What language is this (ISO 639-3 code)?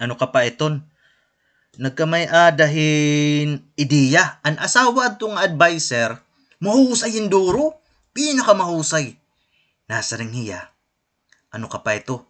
war